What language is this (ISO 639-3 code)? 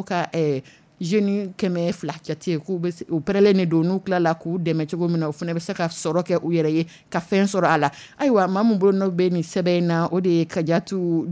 dyu